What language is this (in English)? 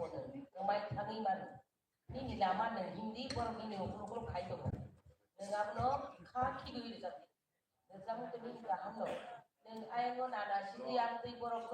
Kok Borok